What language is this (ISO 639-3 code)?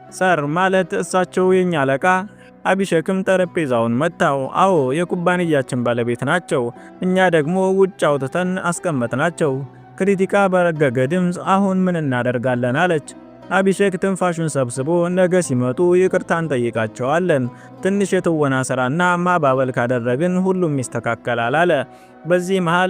amh